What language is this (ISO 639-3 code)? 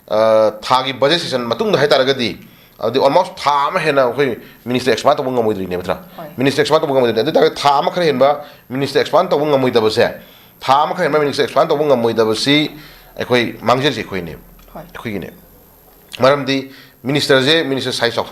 mni